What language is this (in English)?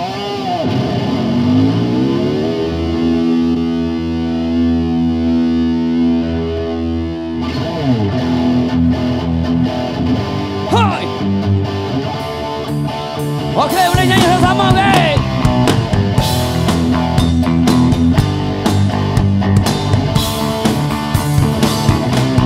Malay